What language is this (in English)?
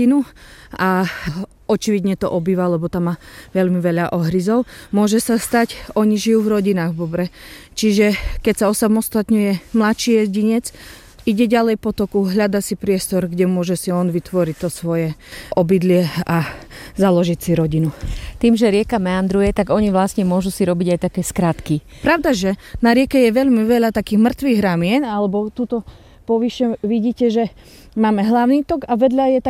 Slovak